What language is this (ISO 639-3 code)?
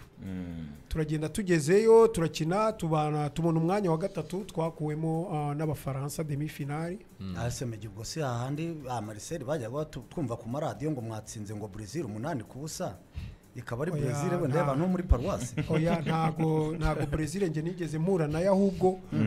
kin